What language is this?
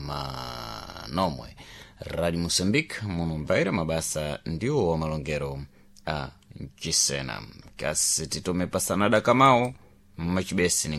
Sena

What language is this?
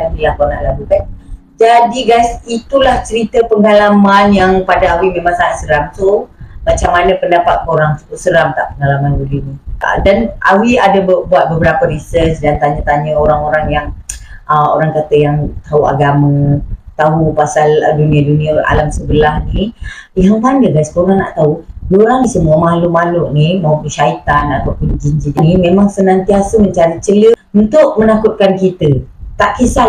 Malay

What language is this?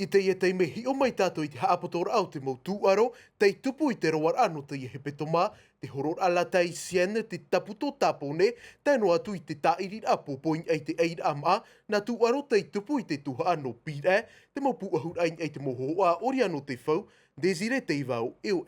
Tahitian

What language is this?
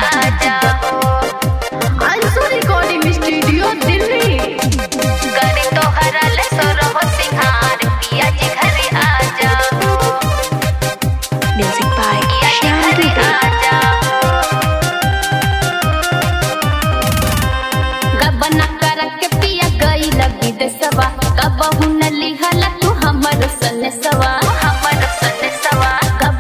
Bhojpuri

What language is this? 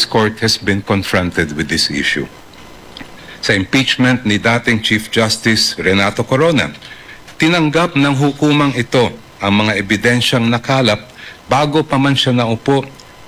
Filipino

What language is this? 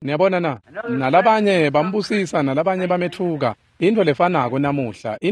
Swati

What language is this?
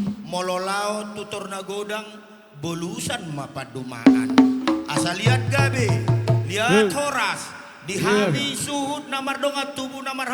Batak Toba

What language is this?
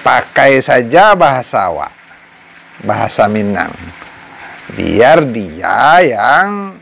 Minangkabau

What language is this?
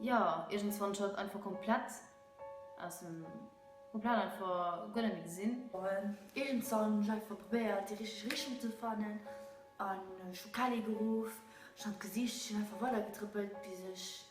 Luxembourgish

